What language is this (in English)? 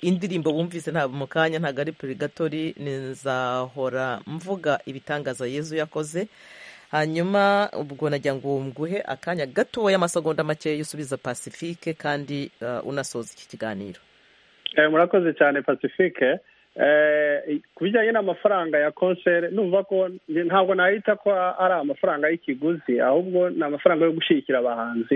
Kinyarwanda